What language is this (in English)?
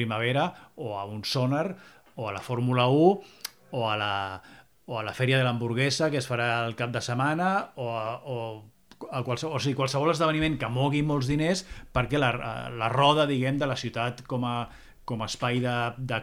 Catalan